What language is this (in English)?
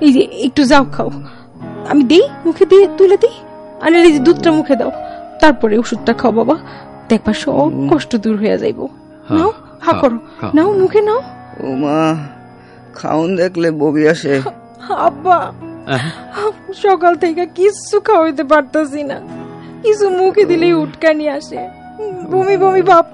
Bangla